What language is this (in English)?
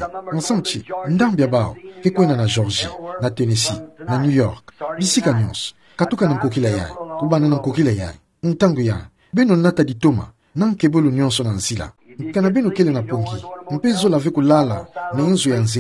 Kituba (Democratic Republic of Congo)